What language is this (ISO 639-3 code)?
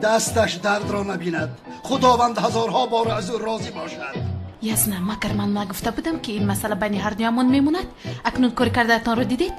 tgk